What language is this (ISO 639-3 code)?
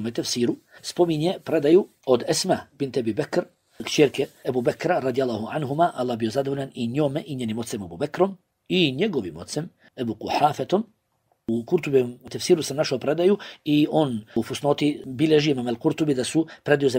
bos